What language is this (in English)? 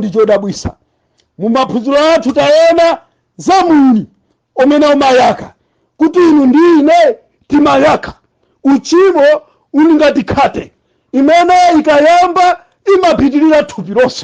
Nyanja